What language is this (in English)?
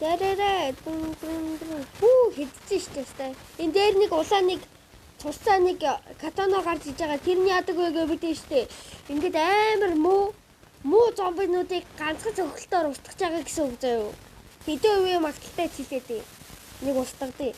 Mongolian